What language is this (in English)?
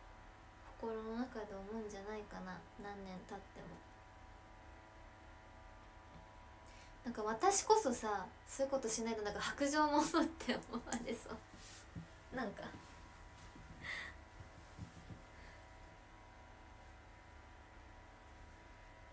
Japanese